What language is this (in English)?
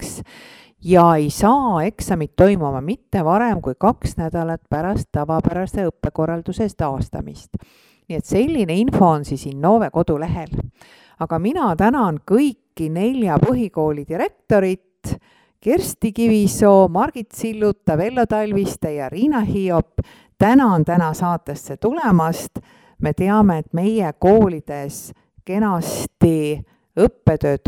Estonian